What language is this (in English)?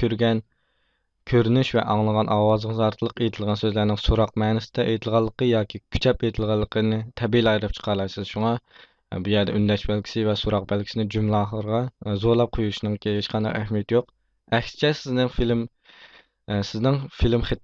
Uyghur